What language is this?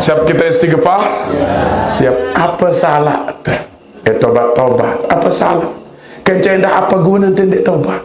Sasak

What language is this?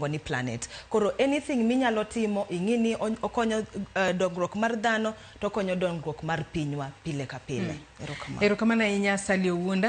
Luo (Kenya and Tanzania)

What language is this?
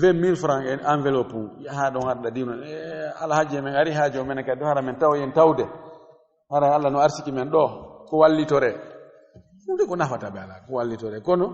Fula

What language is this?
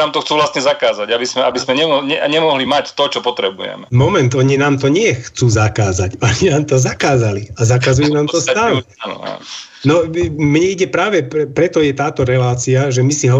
Slovak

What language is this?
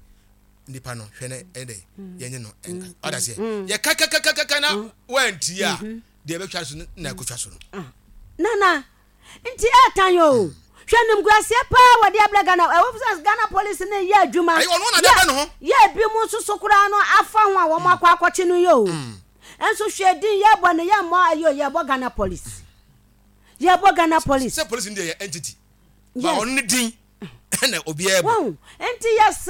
Akan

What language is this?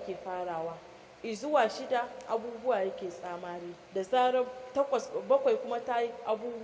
Hausa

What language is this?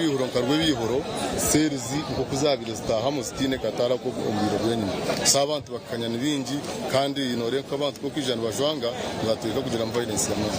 Nyankole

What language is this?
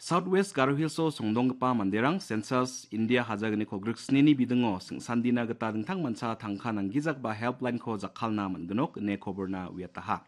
Garo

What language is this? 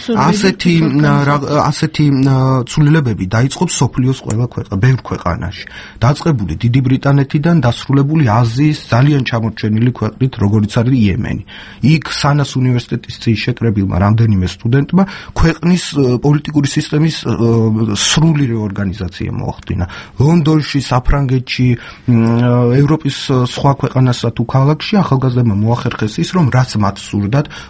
Georgian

